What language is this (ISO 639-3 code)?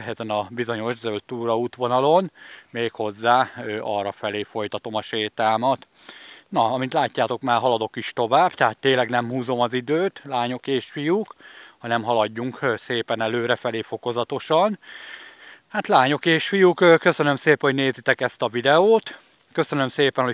hun